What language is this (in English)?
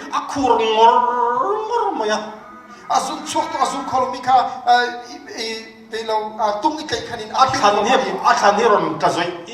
Hakha Chin